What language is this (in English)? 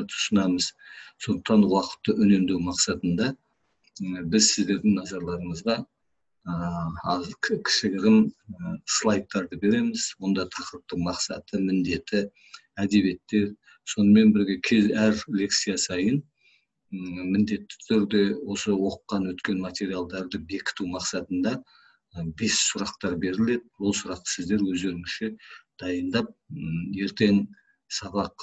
Kazakh